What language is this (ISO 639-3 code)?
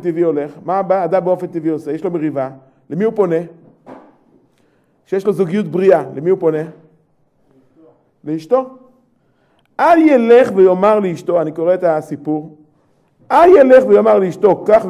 heb